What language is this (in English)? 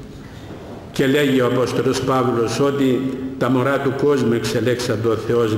Greek